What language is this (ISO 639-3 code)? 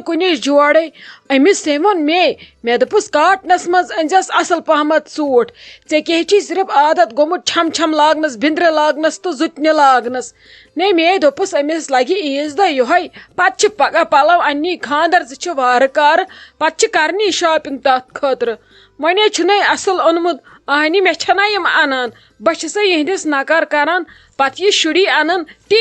kas